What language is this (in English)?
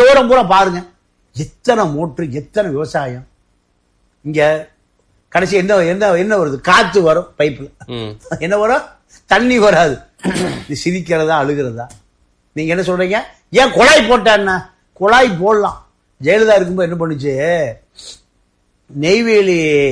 Tamil